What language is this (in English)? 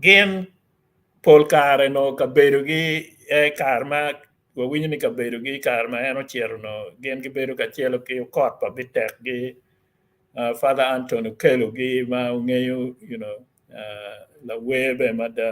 Acoli